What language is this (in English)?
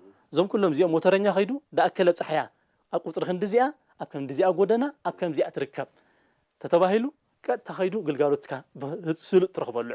Tigrinya